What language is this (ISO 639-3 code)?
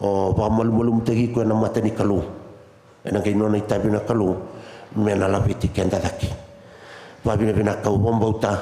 fij